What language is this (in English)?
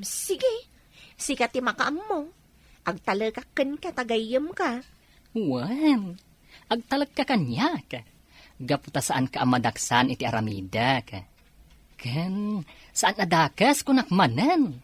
Iloko